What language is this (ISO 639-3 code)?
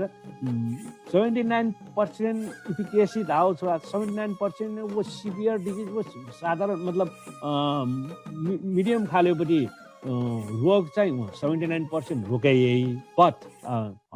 new